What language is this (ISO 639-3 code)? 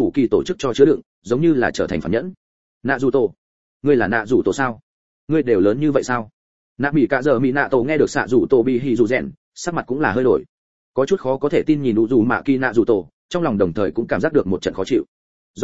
vie